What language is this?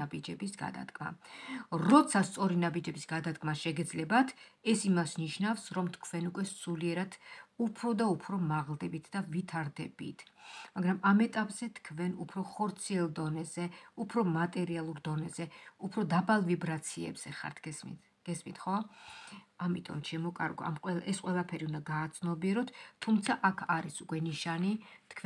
Georgian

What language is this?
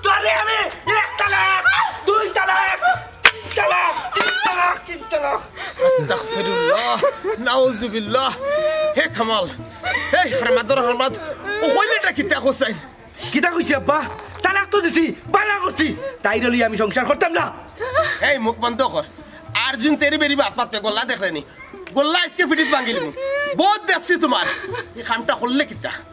Sylheti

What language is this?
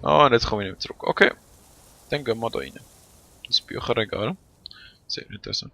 Swiss German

